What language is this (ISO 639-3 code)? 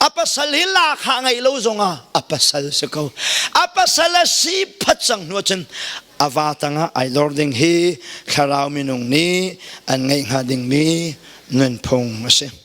cnh